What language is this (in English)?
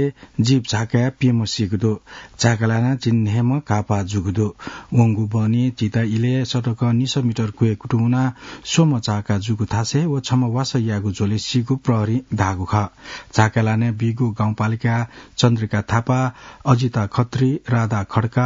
Newari